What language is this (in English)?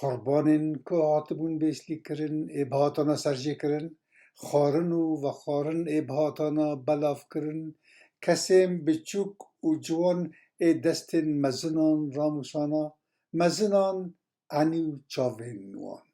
Kurdish